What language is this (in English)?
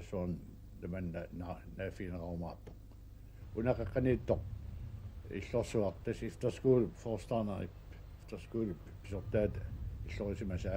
Kalaallisut